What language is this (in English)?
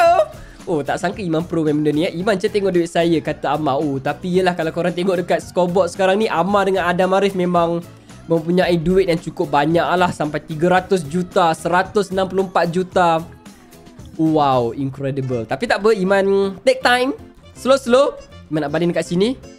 Malay